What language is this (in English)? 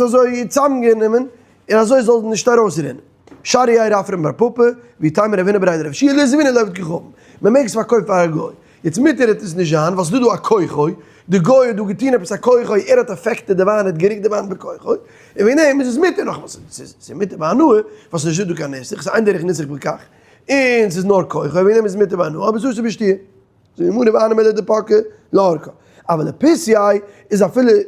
Yiddish